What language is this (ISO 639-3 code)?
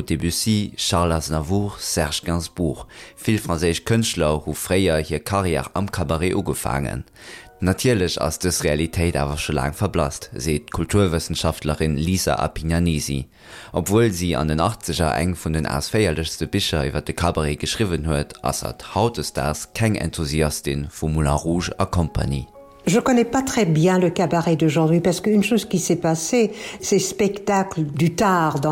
ltz